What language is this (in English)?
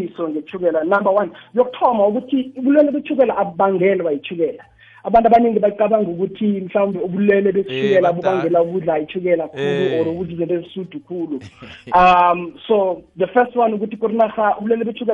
South Ndebele